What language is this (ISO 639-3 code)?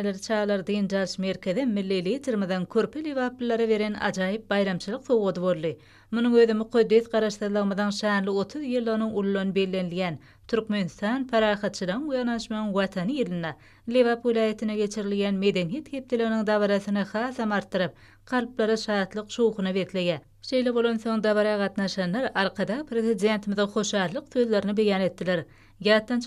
tuk